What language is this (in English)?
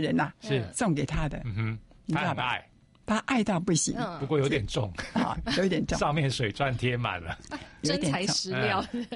Chinese